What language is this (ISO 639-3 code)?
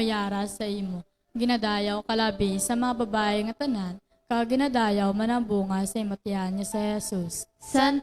hil